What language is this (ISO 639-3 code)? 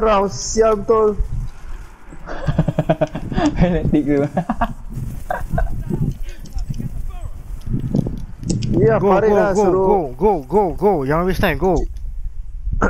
msa